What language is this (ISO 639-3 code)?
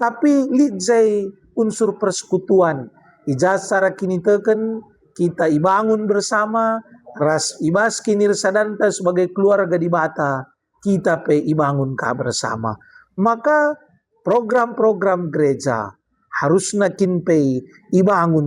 btx